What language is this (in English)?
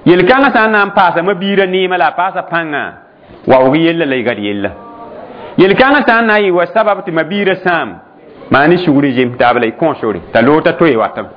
Mossi